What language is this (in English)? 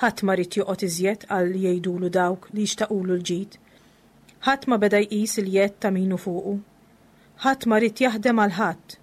Maltese